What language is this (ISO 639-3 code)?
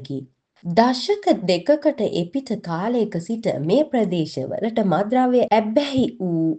sin